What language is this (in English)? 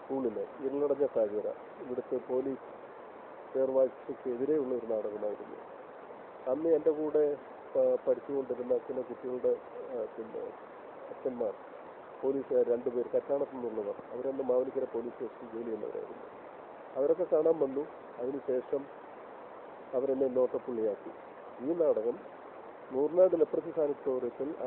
Malayalam